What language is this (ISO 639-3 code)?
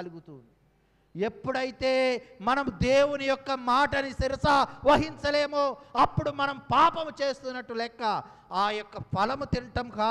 tel